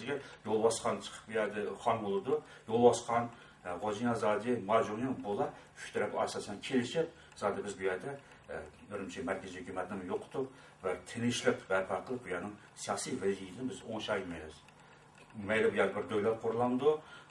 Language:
Uyghur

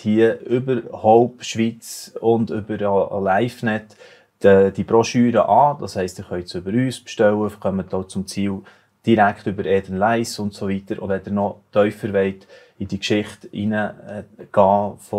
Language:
Swiss German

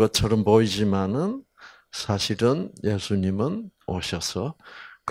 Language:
Korean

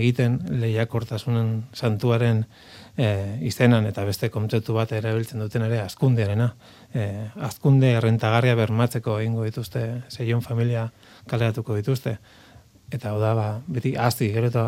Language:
Basque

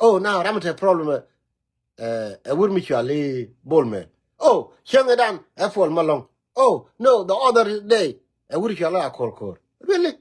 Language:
Nuer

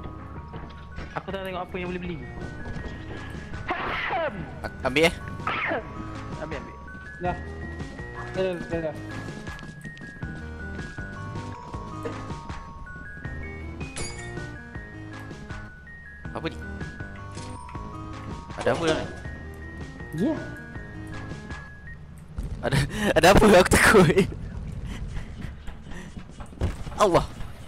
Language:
Malay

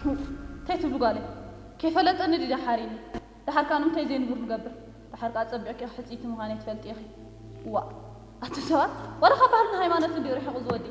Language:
Tigrinya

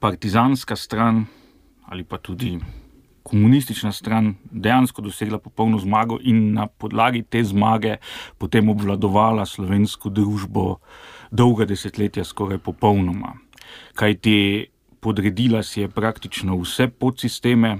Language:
Slovenian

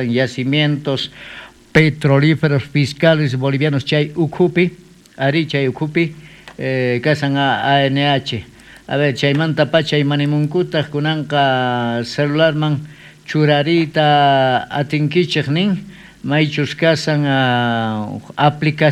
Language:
South Bolivian Quechua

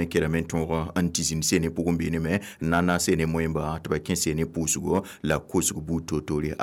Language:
Mossi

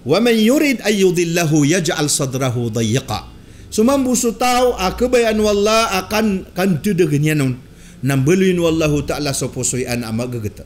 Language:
Maranao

